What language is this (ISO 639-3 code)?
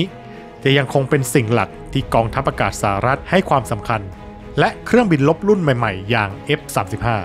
tha